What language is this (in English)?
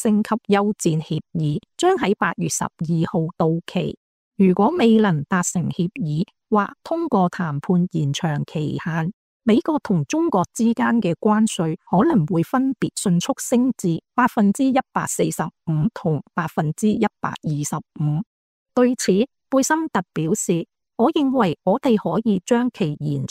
Cantonese